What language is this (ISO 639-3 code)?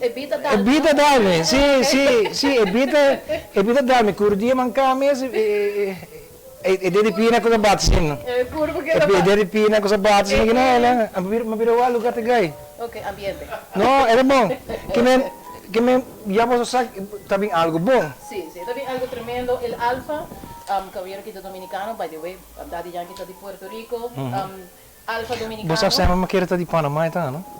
pap